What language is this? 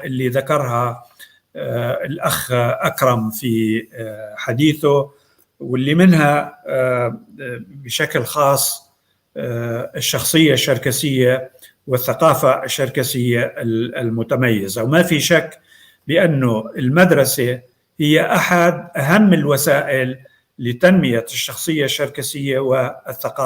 North Levantine Arabic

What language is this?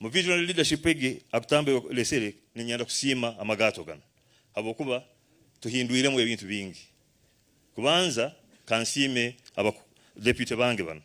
Nyankole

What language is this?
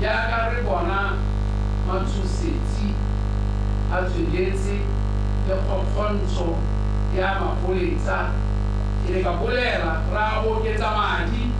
Tswana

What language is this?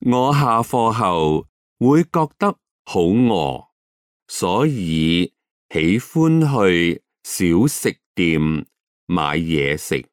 Cantonese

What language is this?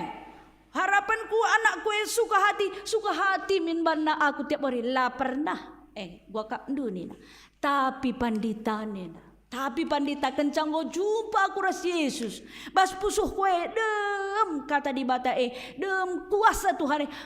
Batak Karo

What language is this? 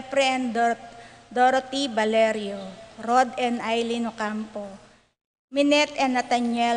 Pampanga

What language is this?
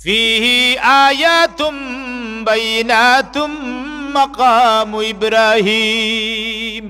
Sylheti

